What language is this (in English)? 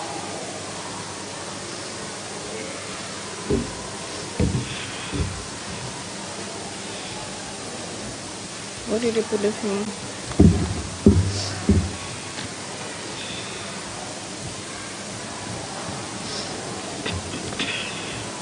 English